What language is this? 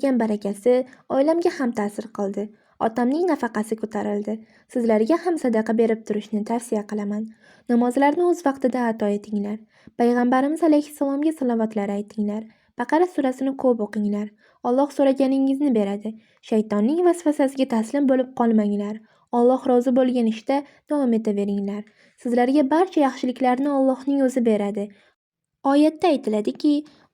Uzbek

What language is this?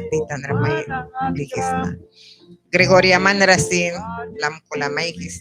Mískito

